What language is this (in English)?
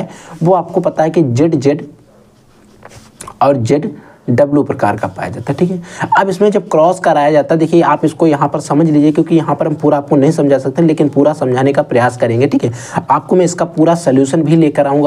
Hindi